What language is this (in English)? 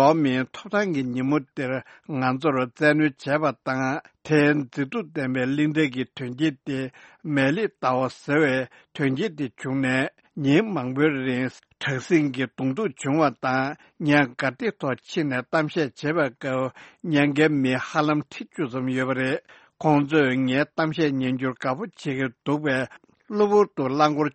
Tibetan